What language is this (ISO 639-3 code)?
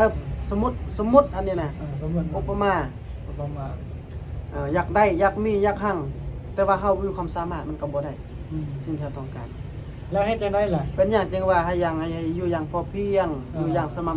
tts